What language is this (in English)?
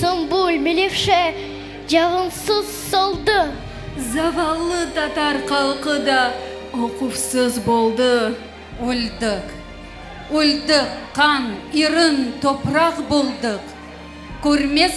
Crimean Tatar